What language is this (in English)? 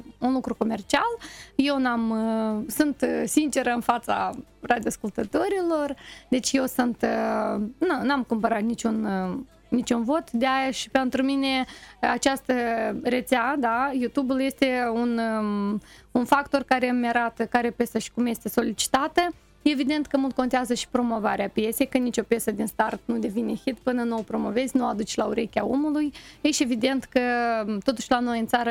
Romanian